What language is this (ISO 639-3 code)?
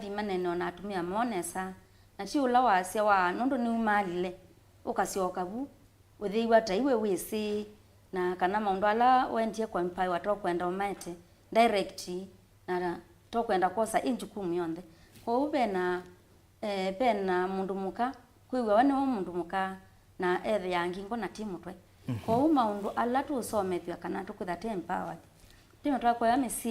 kam